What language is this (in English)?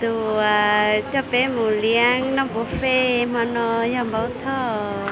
Hmong